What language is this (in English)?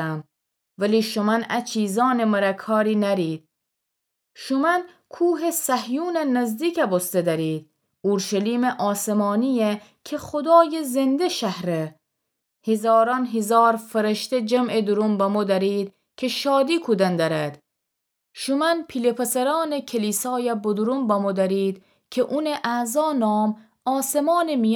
Gilaki